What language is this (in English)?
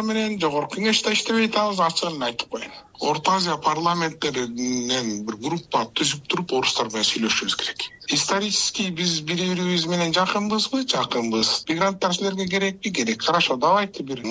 Kyrgyz